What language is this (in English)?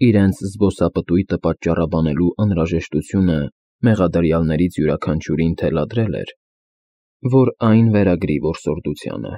Armenian